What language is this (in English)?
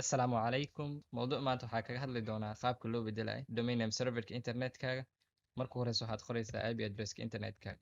Somali